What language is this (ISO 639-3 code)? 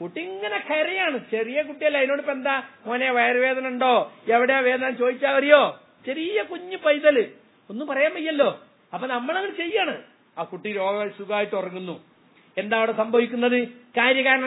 mal